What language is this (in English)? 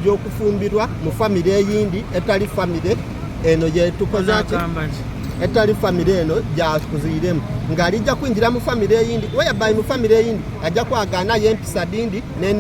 Soga